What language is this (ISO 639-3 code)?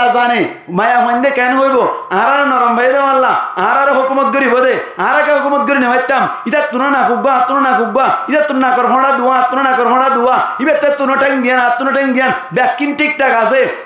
rhg